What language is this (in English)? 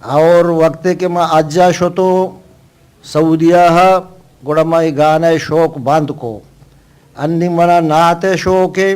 Eastern Balochi